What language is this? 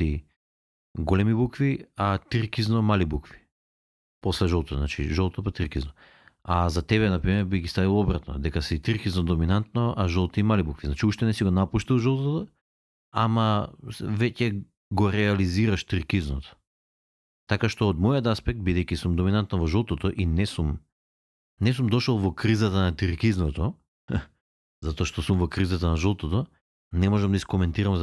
Macedonian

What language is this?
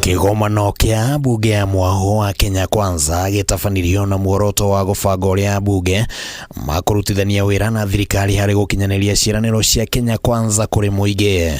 Kikuyu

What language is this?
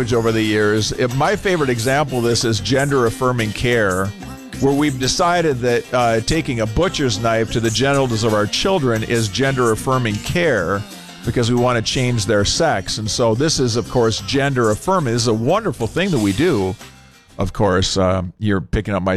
English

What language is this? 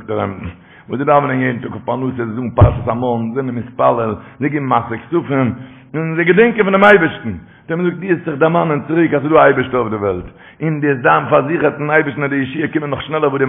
Yiddish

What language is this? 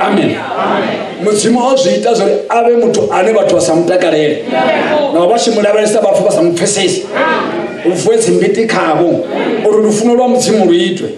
Venda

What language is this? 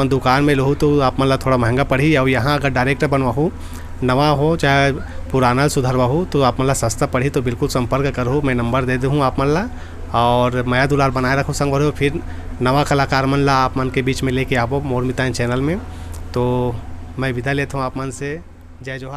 Chhattisgarhi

